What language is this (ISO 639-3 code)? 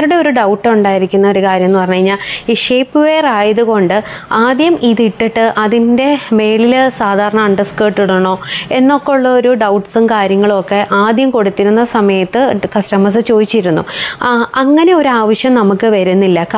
mal